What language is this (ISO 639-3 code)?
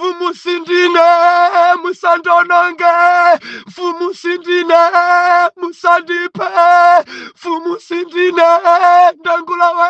nya